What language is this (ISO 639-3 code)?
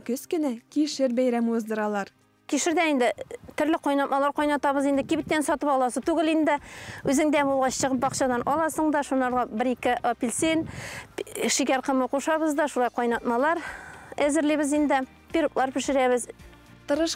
tat